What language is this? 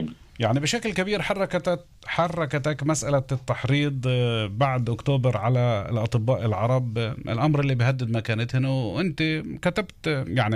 North Levantine Arabic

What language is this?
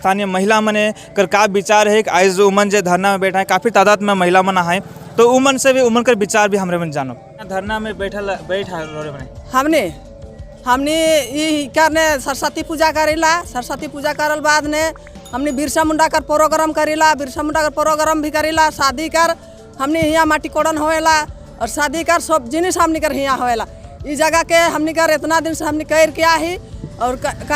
Sadri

